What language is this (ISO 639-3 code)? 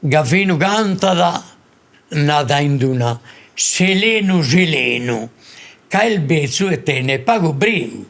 srd